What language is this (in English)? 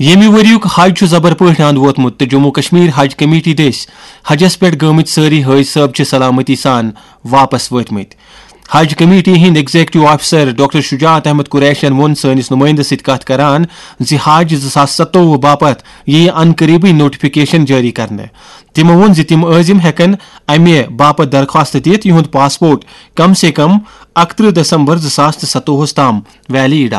Kashmiri